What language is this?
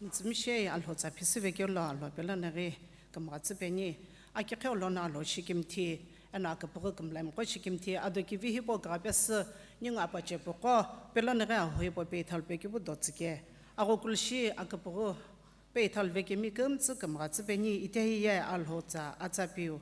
Sumi Naga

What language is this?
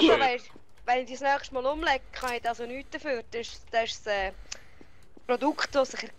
Swiss German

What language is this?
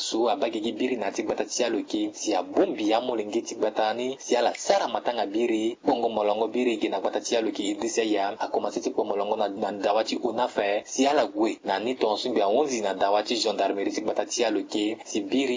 Sango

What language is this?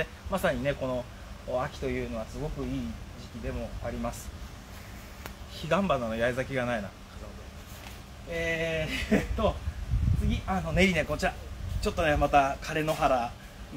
Japanese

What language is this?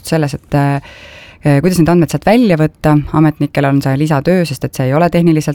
Estonian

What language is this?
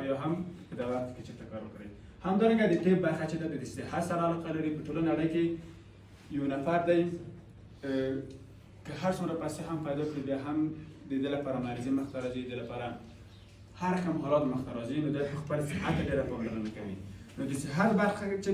Pashto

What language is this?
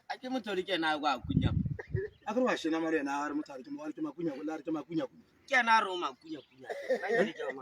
Tswana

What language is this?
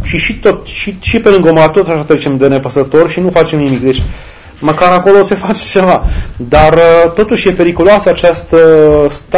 Romanian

